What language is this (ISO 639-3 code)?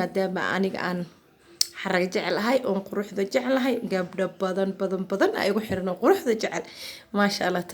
som